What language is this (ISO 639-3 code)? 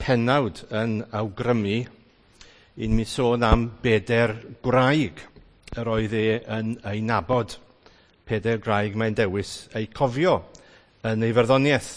cym